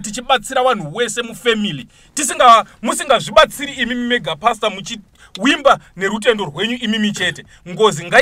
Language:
Shona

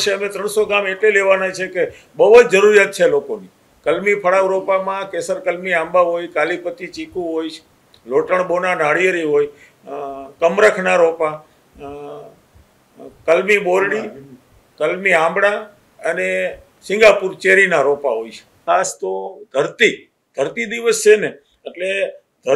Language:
Gujarati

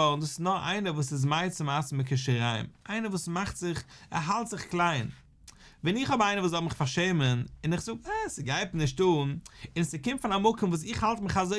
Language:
Yiddish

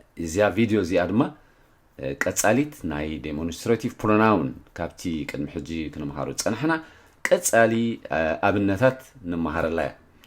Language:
Tigrinya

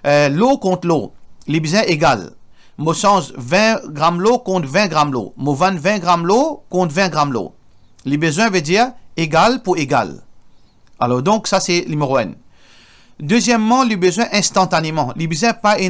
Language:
Morisyen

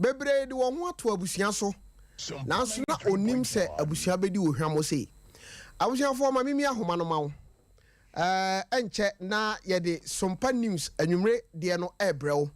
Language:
Akan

